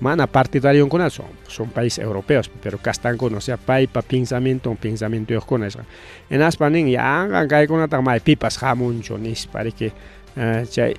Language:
Ayacucho Quechua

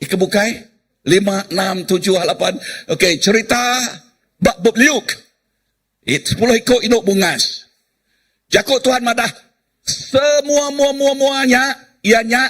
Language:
Iban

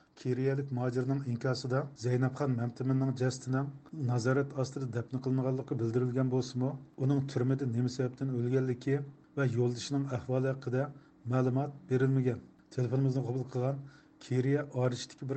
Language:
Uyghur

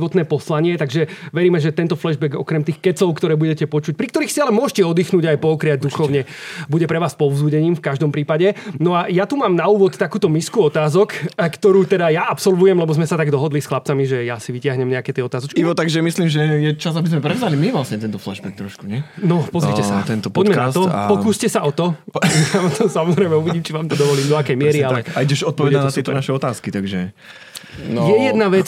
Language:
Slovak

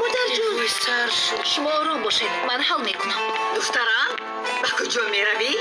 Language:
Tajik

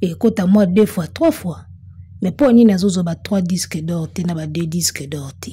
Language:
Lingala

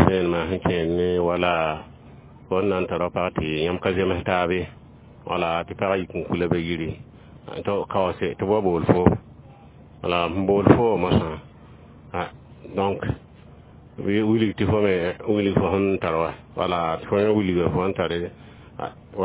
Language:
Mossi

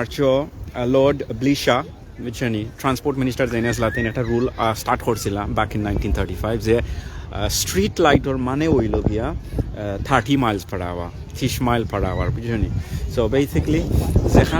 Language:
Sylheti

